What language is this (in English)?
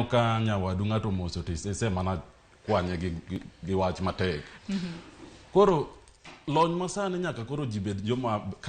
Luo (Kenya and Tanzania)